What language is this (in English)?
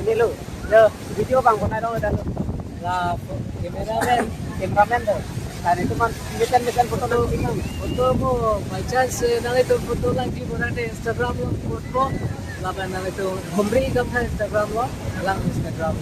Karbi